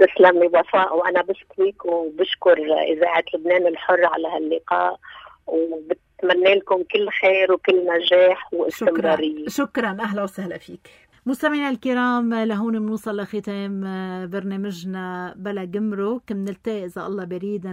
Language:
North Levantine Arabic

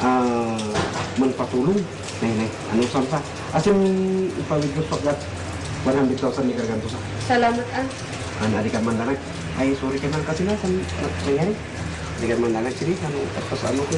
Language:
Kankanaey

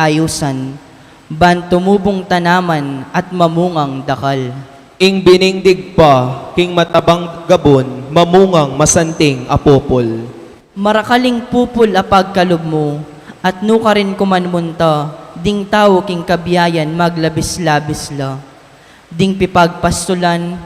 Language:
Pampanga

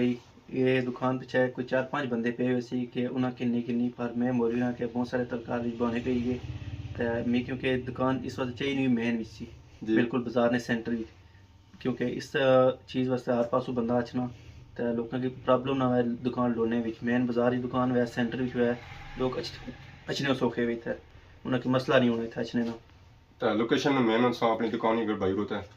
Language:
Pahari-Potwari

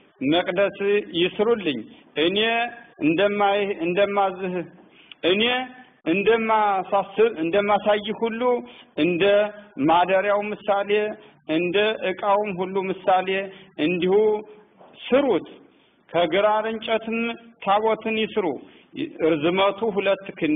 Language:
Amharic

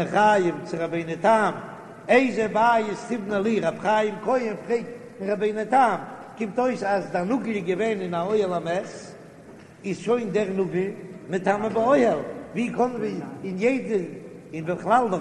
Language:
Yiddish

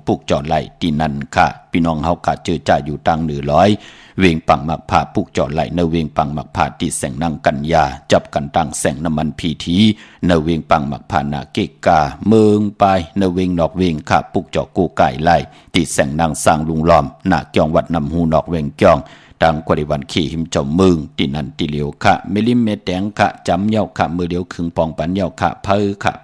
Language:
Shan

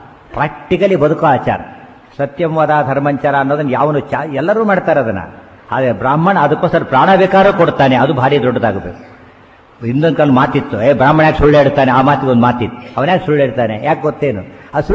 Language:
Kannada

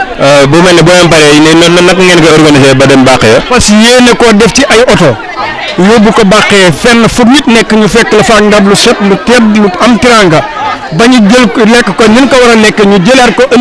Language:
Wolof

